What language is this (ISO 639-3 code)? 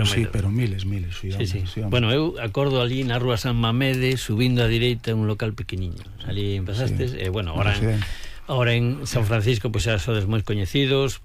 glg